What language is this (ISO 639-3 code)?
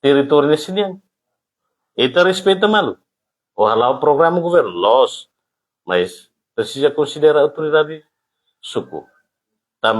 tet